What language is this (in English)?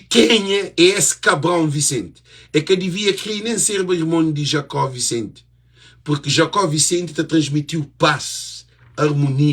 Kabuverdianu